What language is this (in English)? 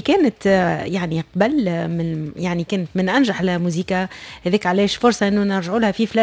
Tunisian Arabic